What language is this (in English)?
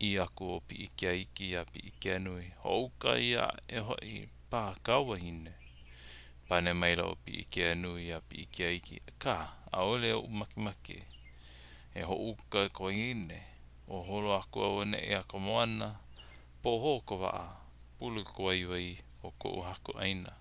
Hawaiian